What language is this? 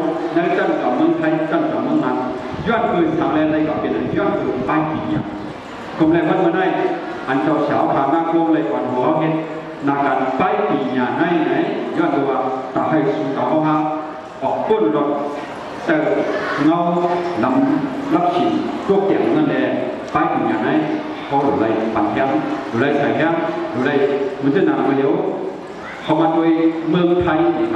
Shan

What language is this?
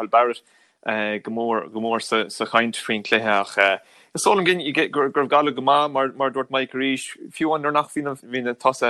Irish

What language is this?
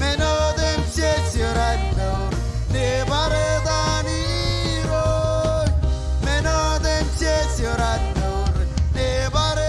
Marshallese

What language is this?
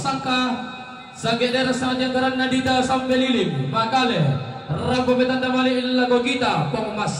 Toraja-Sa'dan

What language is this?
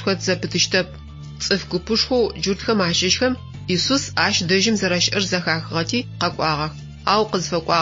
Adyghe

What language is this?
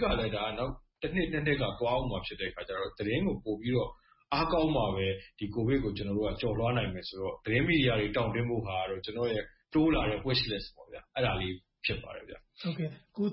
Burmese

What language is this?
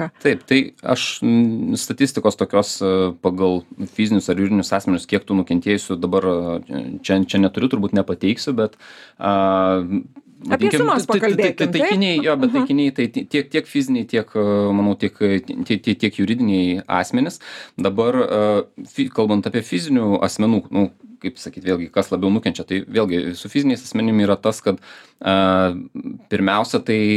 Lithuanian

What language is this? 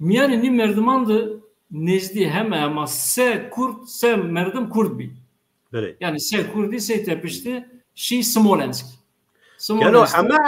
Zaza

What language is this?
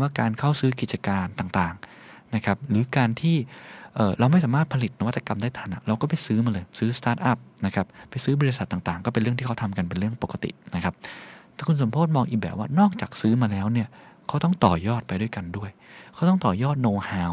Thai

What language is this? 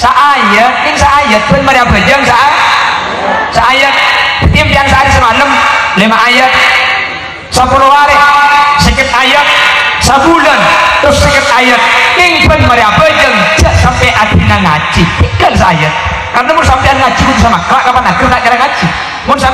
Madurese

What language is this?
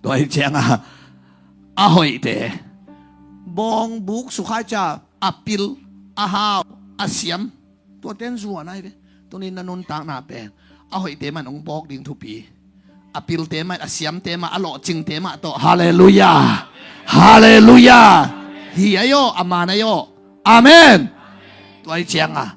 Tedim Chin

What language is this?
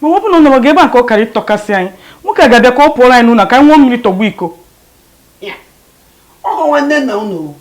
Igbo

